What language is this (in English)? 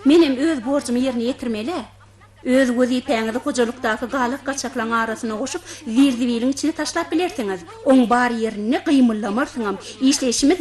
Turkmen